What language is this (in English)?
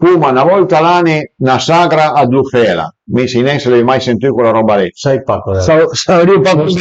Piedmontese